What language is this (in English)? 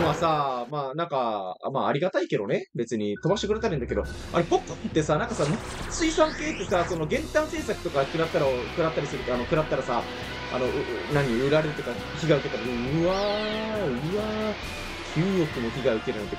Japanese